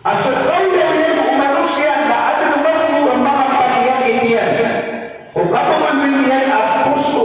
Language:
Maranao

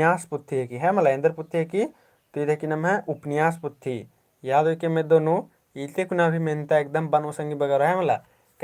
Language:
Kurukh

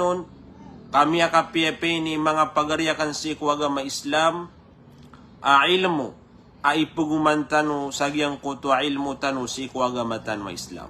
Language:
Maranao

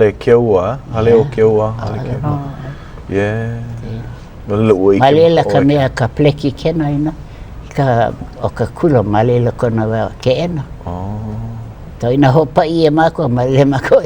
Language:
Hawaiian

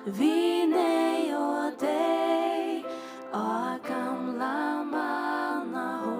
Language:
Faroese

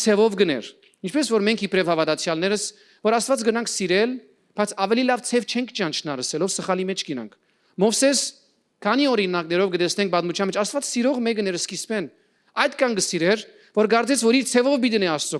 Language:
Western Armenian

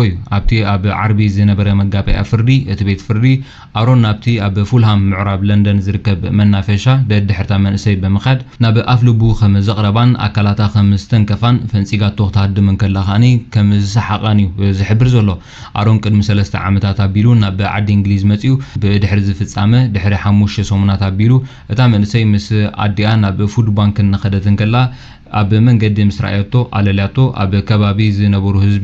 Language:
Tigrinya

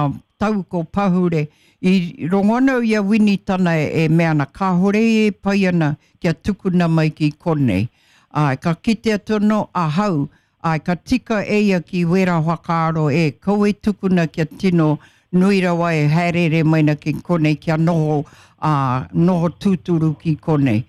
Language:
Māori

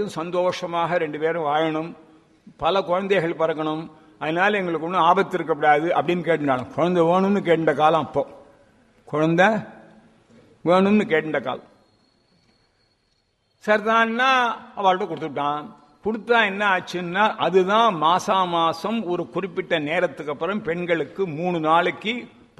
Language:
Tamil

